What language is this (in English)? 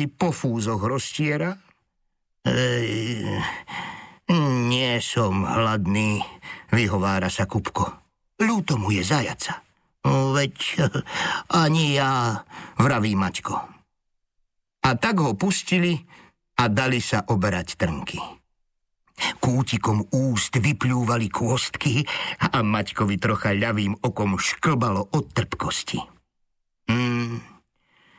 Slovak